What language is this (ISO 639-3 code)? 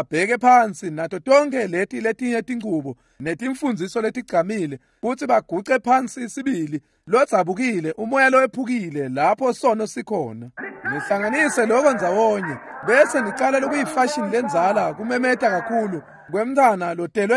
ssw